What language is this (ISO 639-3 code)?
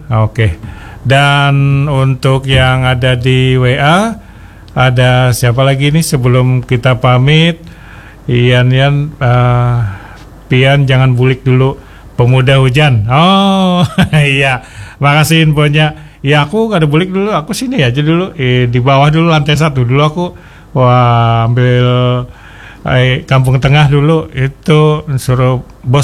bjn